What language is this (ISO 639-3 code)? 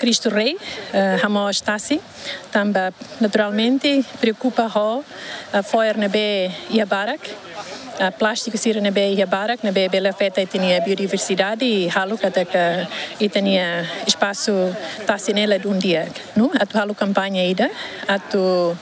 tet